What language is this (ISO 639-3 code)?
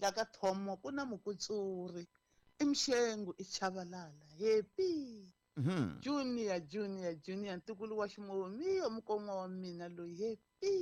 tso